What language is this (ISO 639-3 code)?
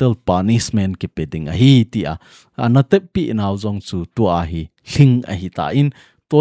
tcz